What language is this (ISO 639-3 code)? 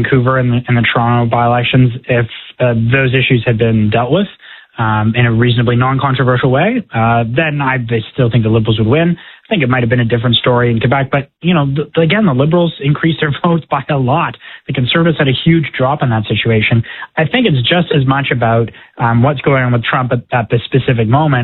eng